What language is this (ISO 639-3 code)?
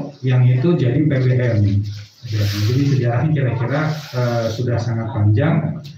ind